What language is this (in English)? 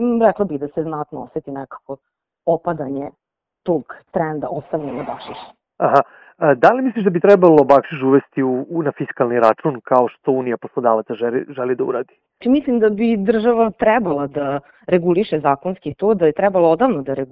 Serbian